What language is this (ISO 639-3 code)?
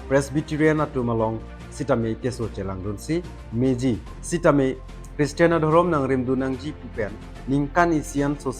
mjw